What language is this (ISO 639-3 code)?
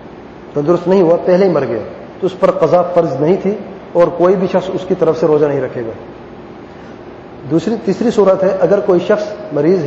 urd